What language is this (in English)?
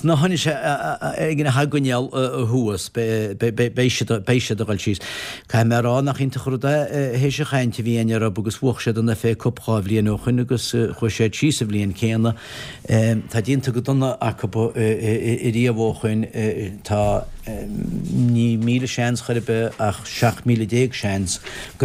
Irish